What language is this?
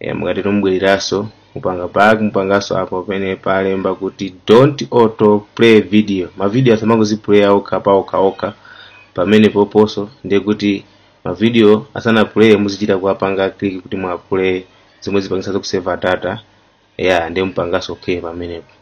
Nyanja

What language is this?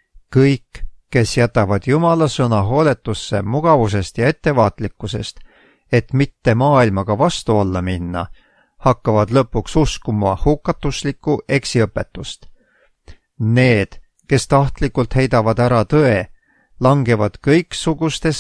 Estonian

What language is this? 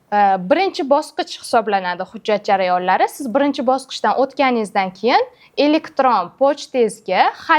Uzbek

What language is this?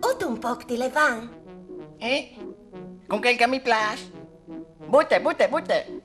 Friulian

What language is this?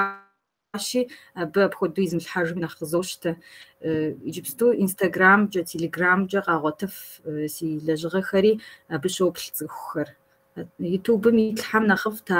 Kabardian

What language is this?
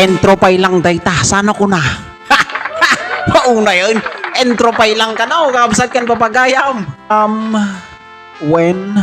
Iloko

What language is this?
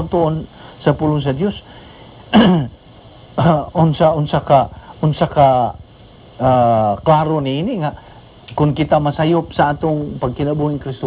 Cebuano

